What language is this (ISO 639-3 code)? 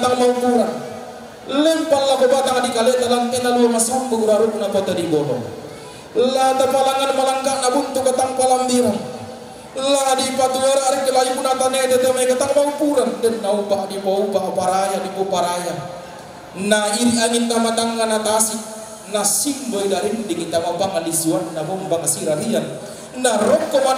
sda